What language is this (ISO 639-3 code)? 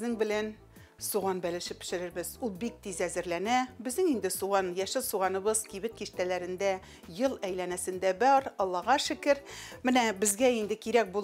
tat